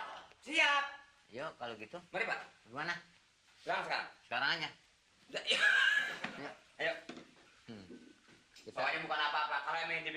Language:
Betawi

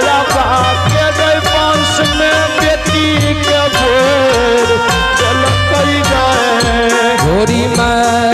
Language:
Maithili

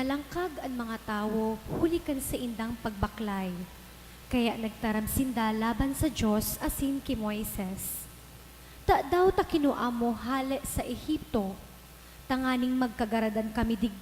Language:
Bikol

